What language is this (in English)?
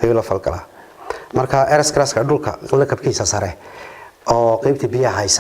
Somali